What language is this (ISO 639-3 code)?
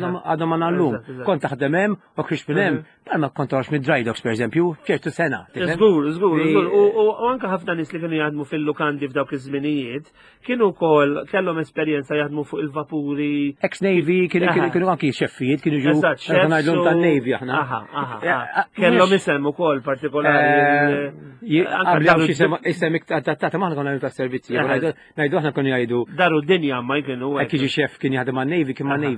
mlt